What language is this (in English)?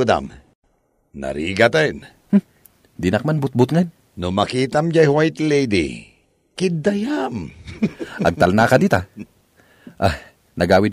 Iloko